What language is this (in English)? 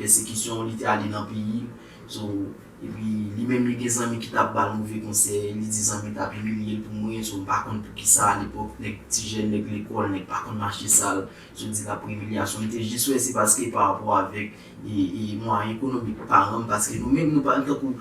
Haitian Creole